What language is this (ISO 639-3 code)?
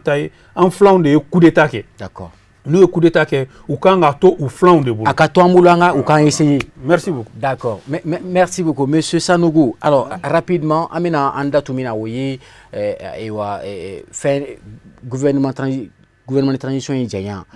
bam